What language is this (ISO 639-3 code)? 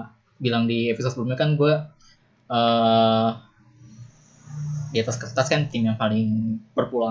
ind